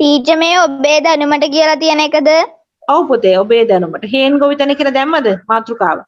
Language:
Sinhala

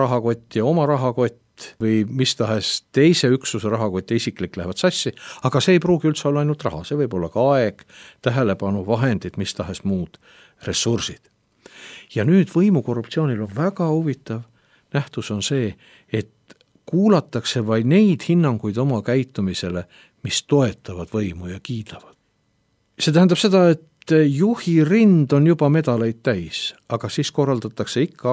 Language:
Estonian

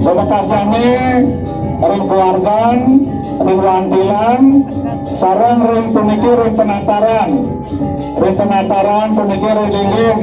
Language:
Balinese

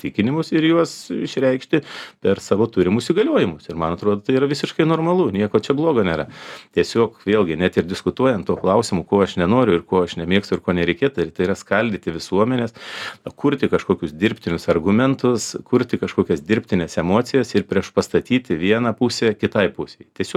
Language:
Lithuanian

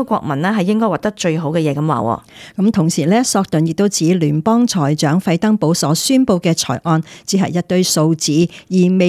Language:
Cantonese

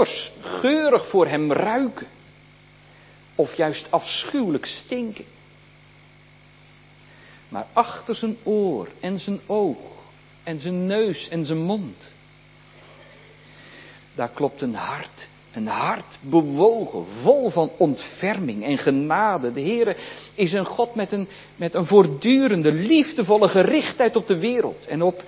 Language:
Dutch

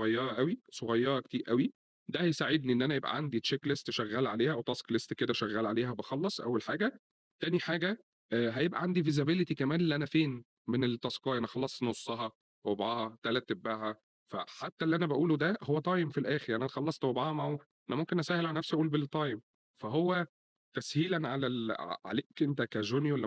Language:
Egyptian Arabic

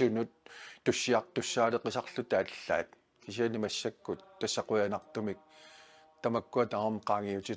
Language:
Kalaallisut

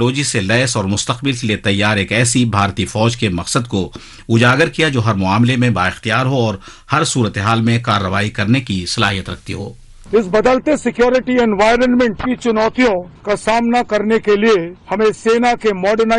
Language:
Urdu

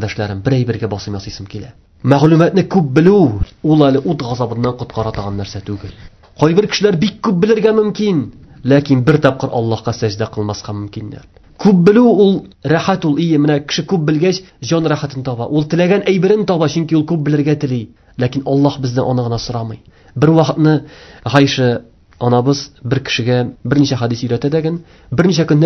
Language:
Tatar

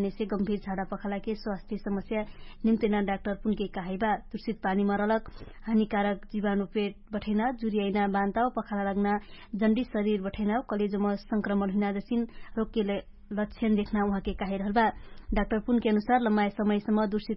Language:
Dangaura Tharu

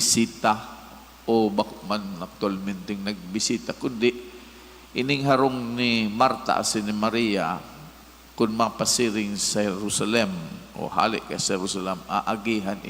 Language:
Bikol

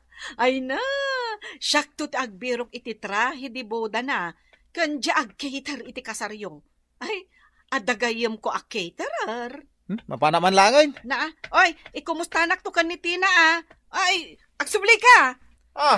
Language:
Iloko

